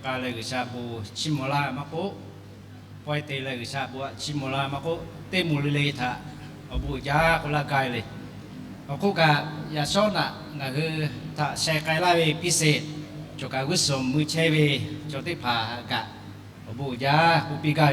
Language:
Lahu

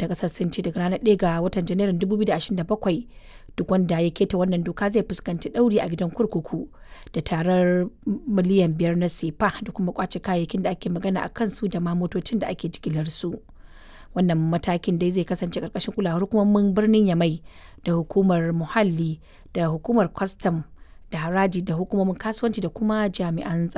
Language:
Hausa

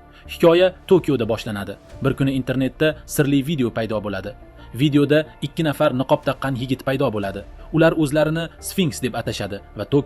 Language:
Uzbek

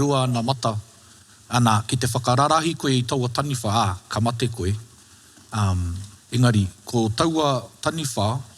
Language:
Māori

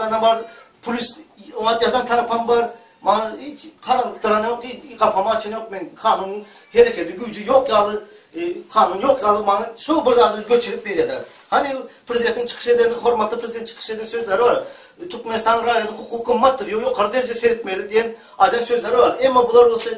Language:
Turkmen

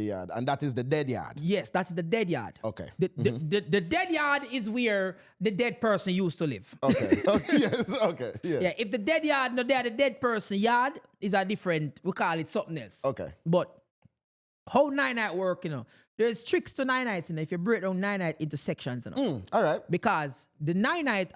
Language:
Jamaican Creole English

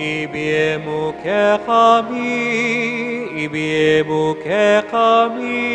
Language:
Pampanga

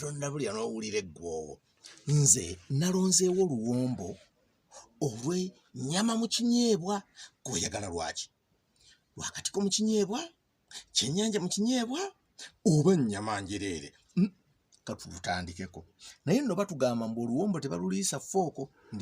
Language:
Ganda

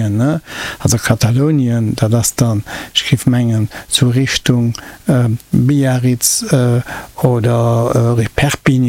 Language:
Luxembourgish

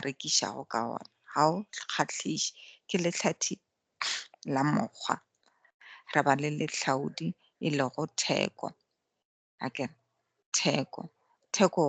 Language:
Northern Sotho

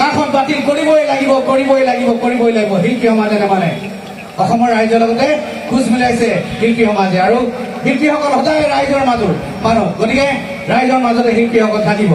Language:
Assamese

